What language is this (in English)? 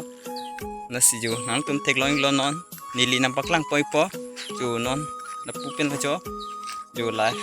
Karbi